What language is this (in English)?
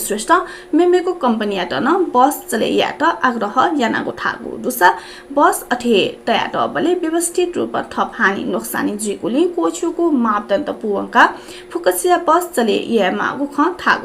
Newari